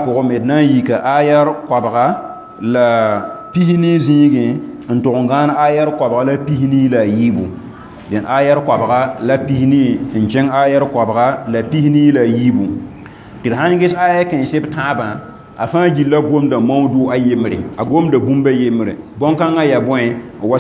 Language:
Mossi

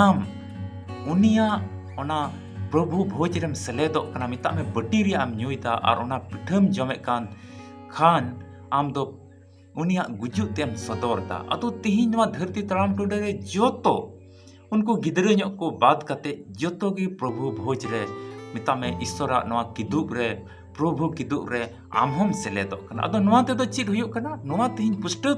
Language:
Santali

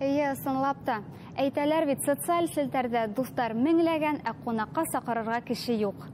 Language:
Bashkir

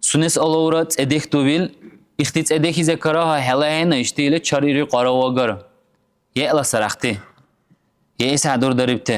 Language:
Dargwa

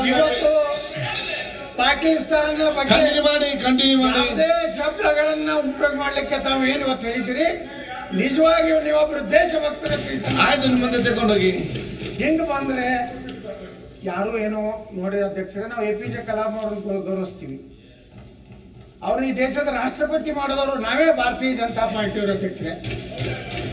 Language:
Kannada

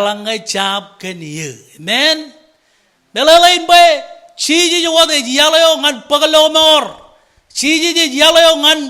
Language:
Marshallese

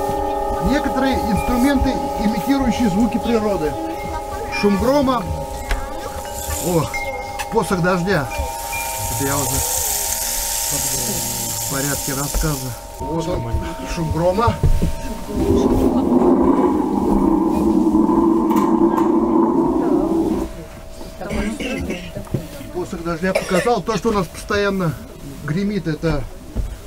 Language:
Russian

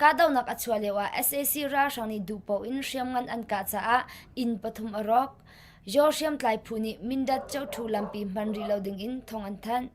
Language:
Hakha Chin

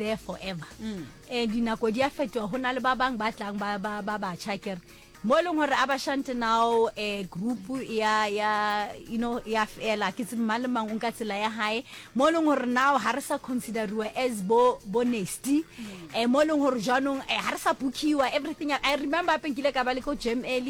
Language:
Northern Sotho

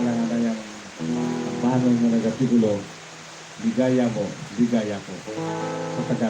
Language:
Hiligaynon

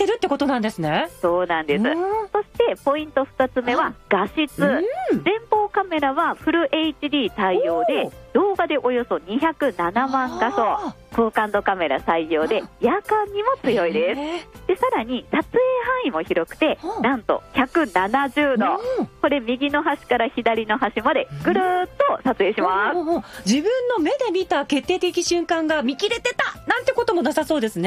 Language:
Japanese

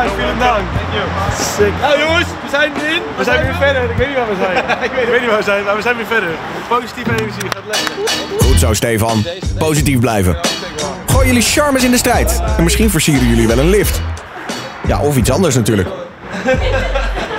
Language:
Dutch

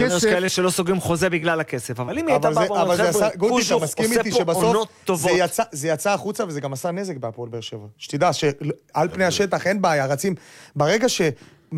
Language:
Hebrew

